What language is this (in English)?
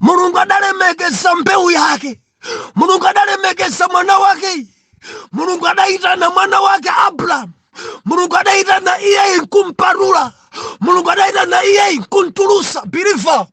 Nyanja